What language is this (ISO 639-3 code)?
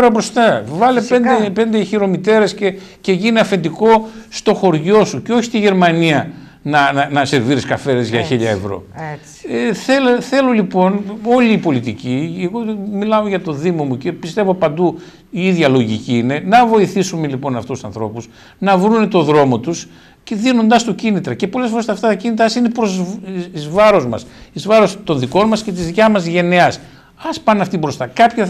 ell